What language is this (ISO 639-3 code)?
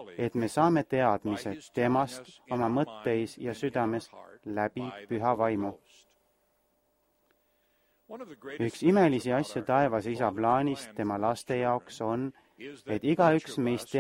est